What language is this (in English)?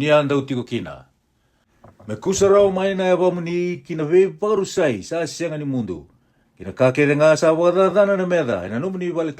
Fijian